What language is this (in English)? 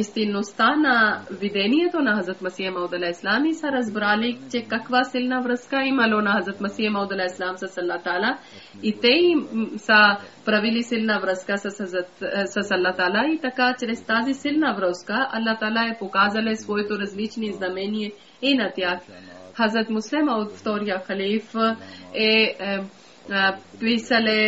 Bulgarian